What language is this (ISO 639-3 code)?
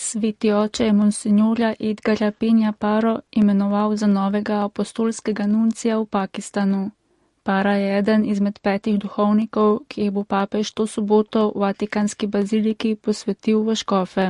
slv